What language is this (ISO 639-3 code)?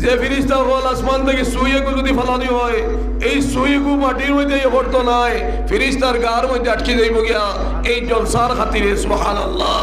syl